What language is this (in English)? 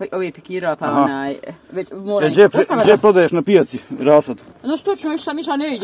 Bosnian